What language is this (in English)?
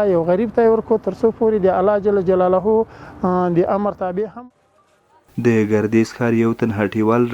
Pashto